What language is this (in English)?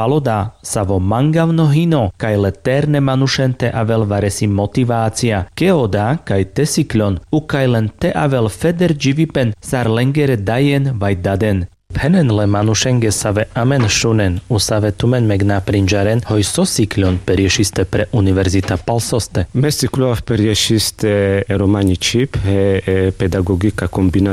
Carpathian Romani